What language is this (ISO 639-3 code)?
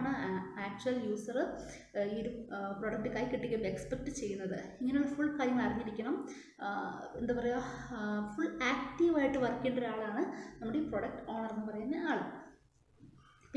mal